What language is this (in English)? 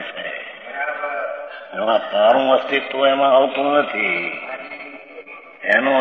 Gujarati